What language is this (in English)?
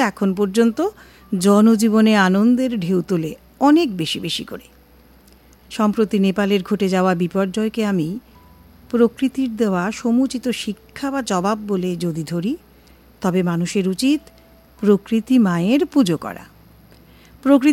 Bangla